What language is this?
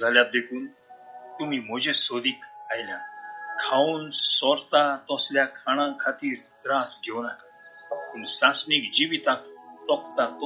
Konkani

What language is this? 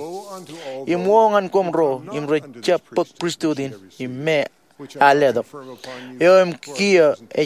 Marshallese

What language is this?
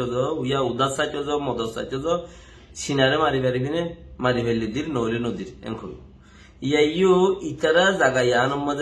Rohingya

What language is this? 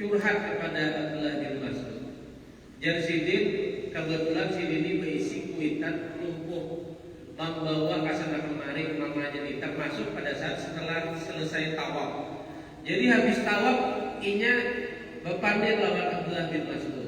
Banjar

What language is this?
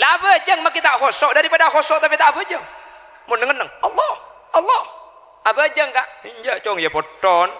Madurese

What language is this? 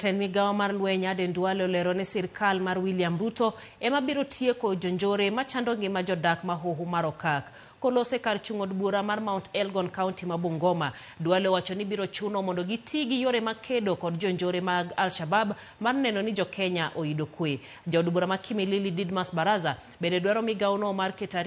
Luo (Kenya and Tanzania)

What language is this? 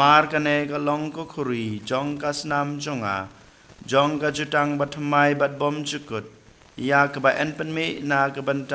Khasi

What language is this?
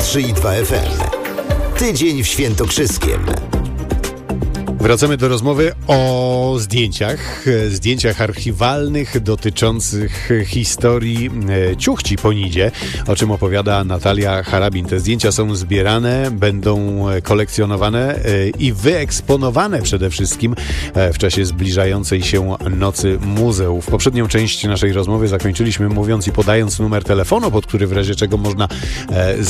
Polish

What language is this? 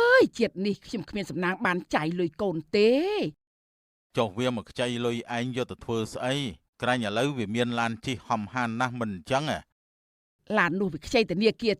Khmer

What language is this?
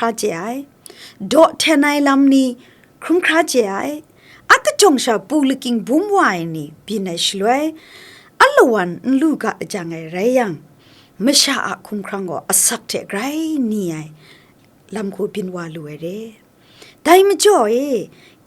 Kachin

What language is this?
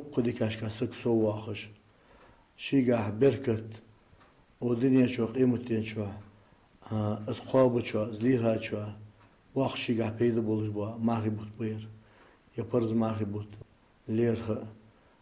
Ingush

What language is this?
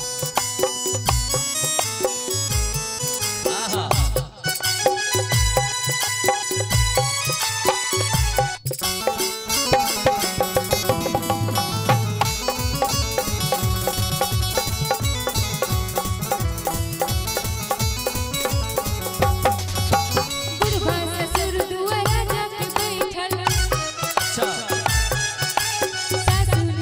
Bhojpuri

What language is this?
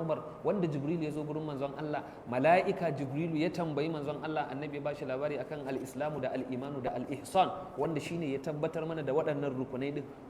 Hausa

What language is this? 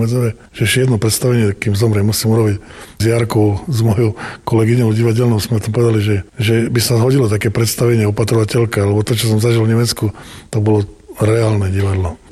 Slovak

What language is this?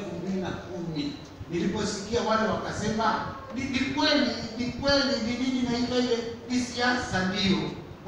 Swahili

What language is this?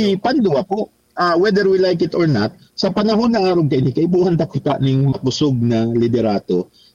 Bikol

